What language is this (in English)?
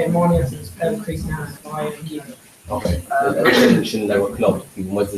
Irish